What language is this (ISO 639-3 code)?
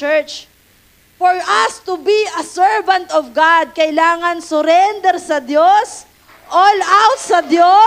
fil